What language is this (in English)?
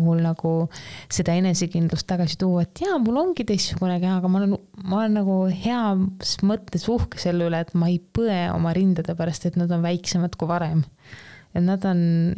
Estonian